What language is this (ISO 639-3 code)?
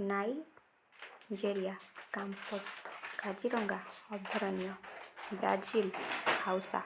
ori